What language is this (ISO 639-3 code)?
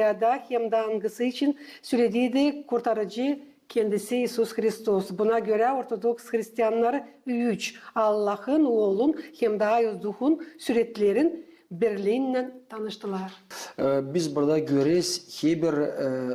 gag